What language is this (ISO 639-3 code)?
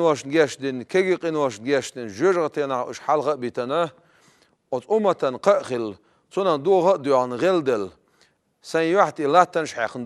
che